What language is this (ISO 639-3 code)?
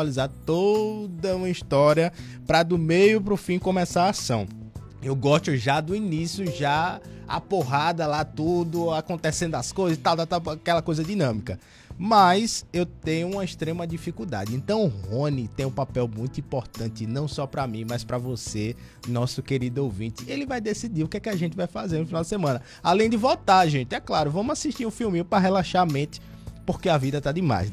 por